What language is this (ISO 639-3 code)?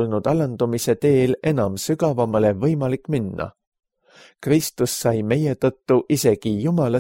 est